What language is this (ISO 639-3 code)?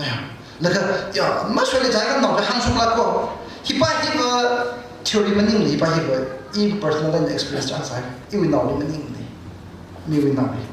nmf